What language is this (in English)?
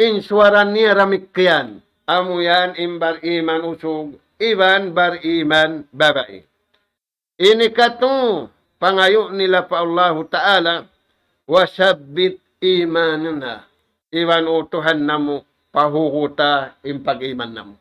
Tausug